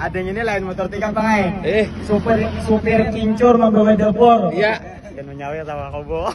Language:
Banjar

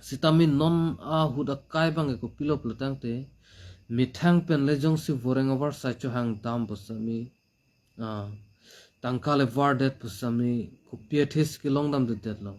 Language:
Karbi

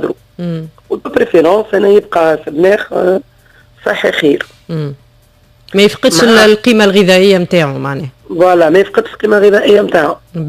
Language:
Tunisian Arabic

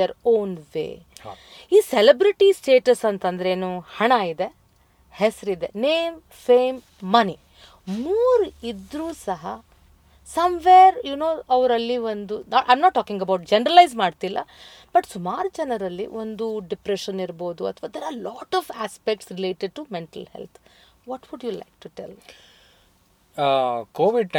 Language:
Kannada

